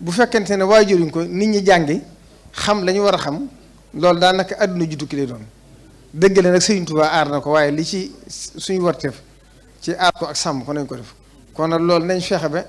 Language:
Wolof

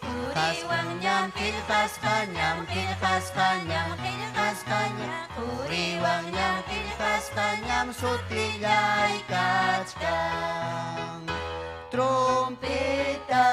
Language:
Ayacucho Quechua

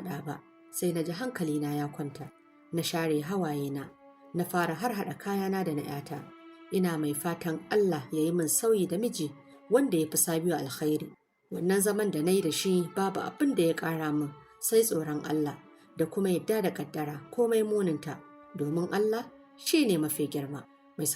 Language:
Hausa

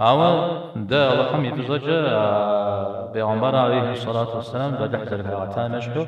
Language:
Kabardian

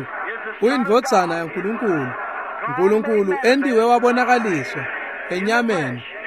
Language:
Swati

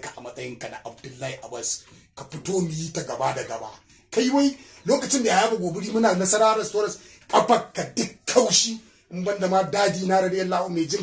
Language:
Hausa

